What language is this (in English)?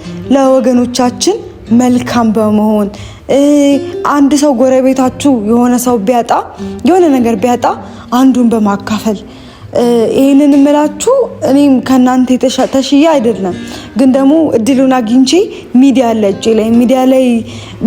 Amharic